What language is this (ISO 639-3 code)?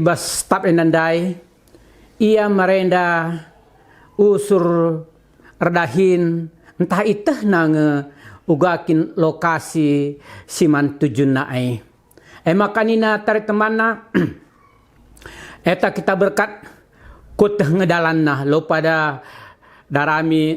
btx